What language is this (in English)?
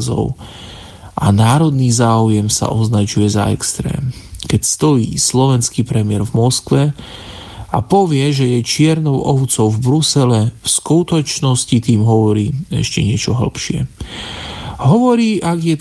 Slovak